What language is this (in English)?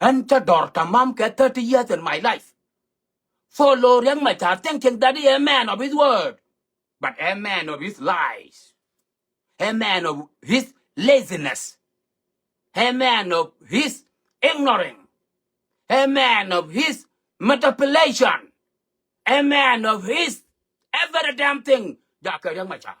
Nuer